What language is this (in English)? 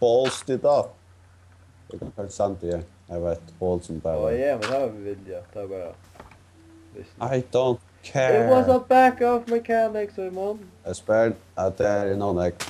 Faroese